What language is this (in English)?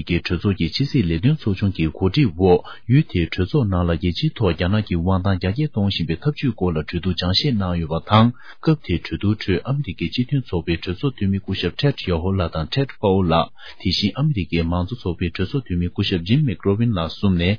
Tibetan